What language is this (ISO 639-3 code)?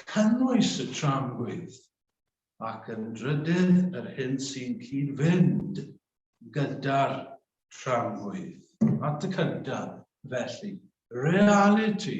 cym